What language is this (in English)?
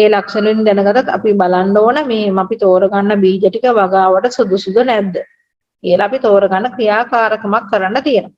Sinhala